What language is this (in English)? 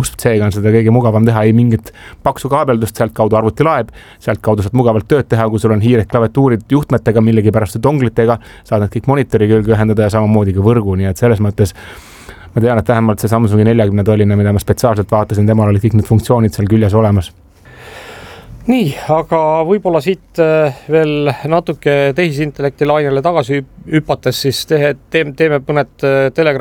Estonian